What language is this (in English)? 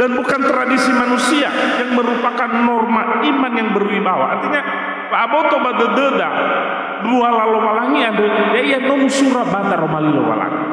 Nias